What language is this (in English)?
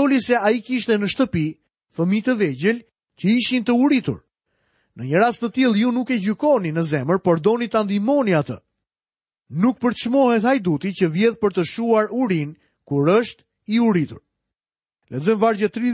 Albanian